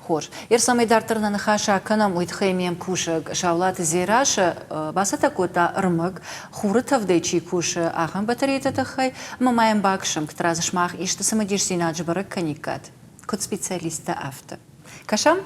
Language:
Ossetic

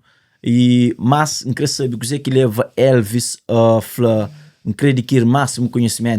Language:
Kabuverdianu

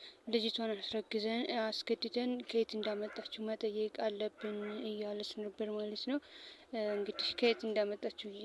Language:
Amharic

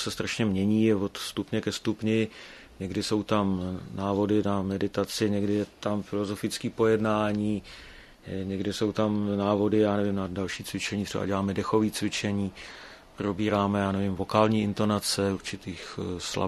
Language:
Czech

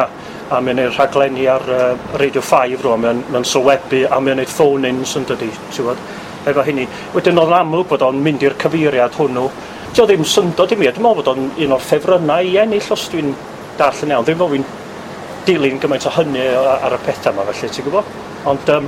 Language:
Welsh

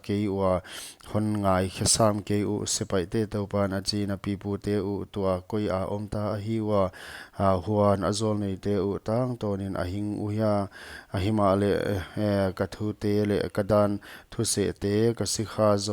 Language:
Paite Chin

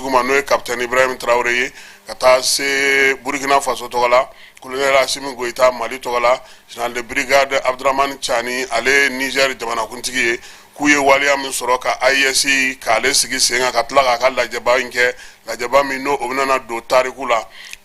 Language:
Bambara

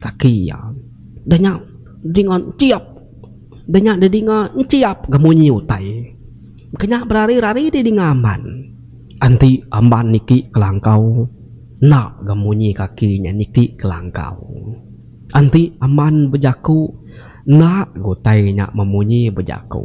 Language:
Iban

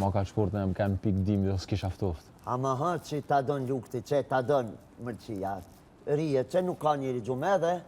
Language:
Albanian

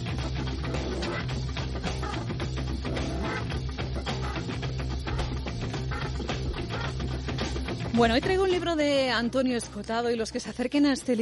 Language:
Spanish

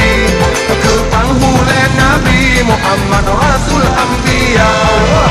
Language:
Achinese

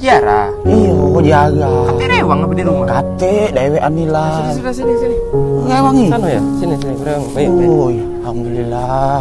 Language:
Musi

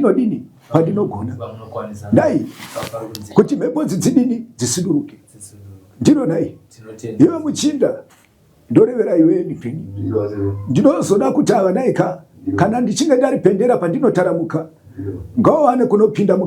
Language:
Shona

